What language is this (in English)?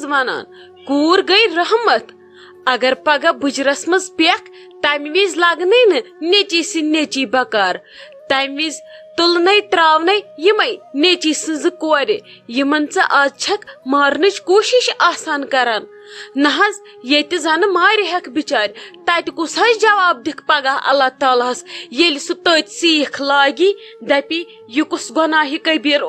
Kashmiri